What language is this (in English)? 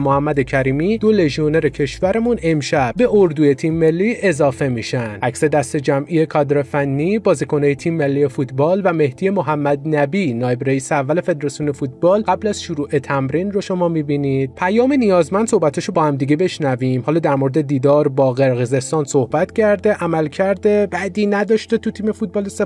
Persian